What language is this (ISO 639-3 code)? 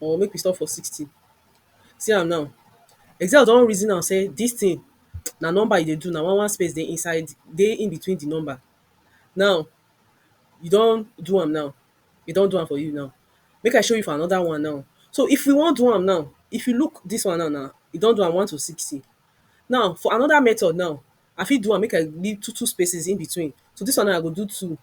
pcm